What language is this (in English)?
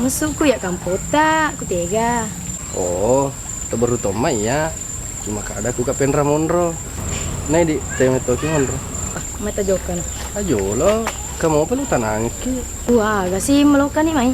Buginese